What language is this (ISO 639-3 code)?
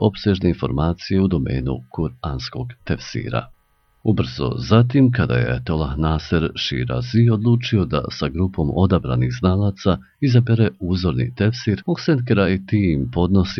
bos